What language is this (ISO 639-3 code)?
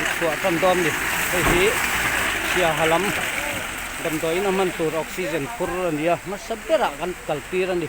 lus